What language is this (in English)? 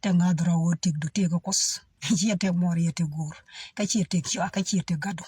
Nuer